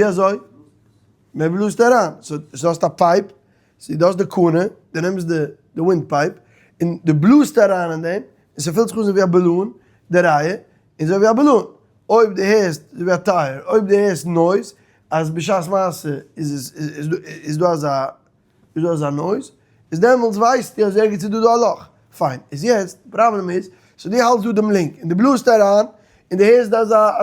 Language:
Yiddish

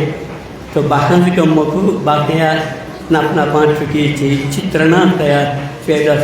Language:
Newari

